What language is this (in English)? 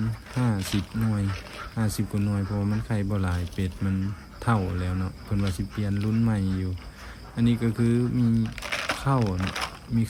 Lao